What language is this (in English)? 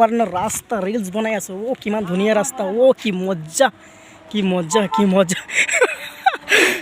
Assamese